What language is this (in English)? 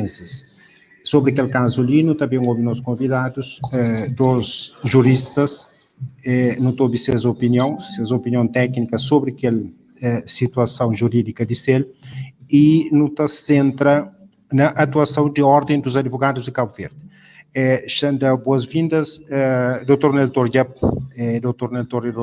Kabuverdianu